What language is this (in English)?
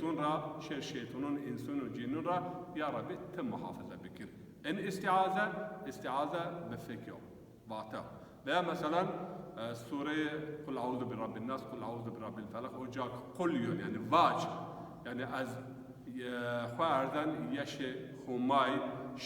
Zaza